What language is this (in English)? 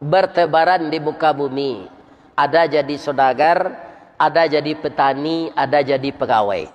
Minangkabau